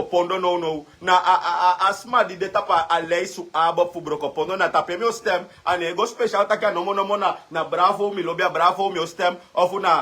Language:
Sranan Tongo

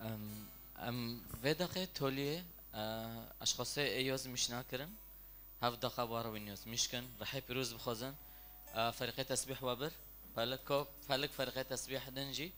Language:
Kurdish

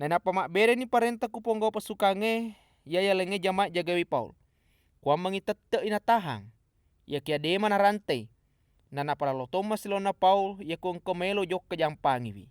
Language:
Buginese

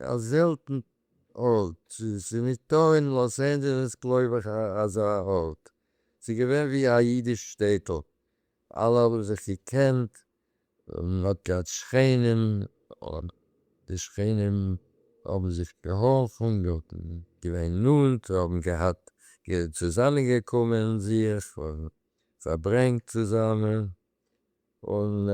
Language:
Yiddish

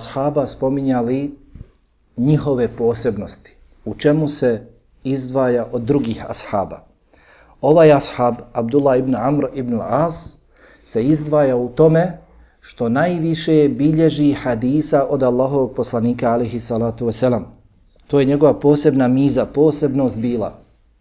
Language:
Bosnian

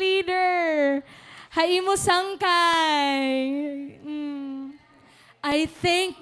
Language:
Waray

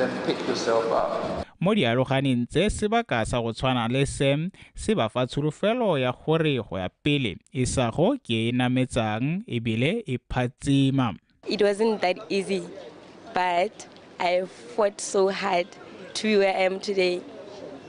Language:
Tswana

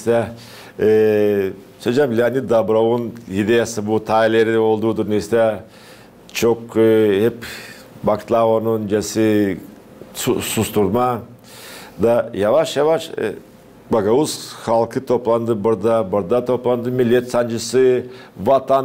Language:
Gagauz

